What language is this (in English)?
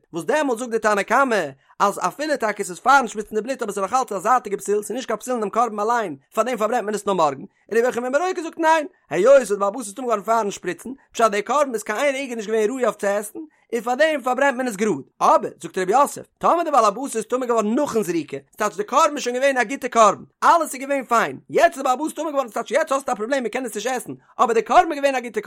Yiddish